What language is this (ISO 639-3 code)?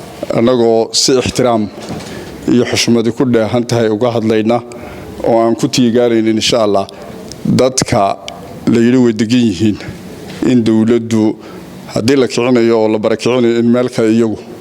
som